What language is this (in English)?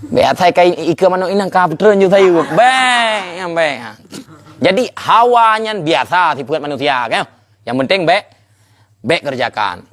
Achinese